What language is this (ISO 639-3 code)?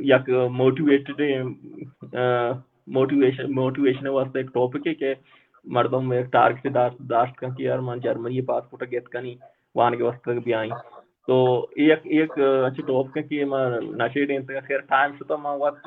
bal